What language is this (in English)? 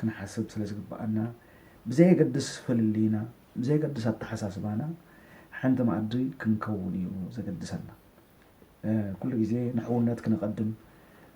Tigrinya